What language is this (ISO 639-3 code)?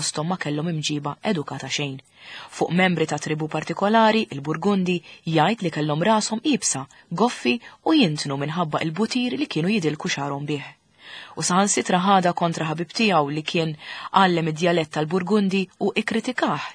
mlt